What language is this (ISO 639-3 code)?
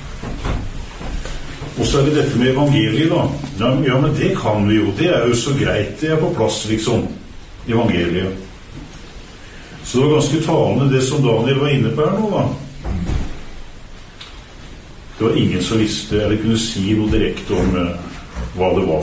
nor